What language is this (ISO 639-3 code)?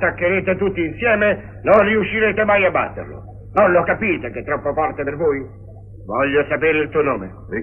ita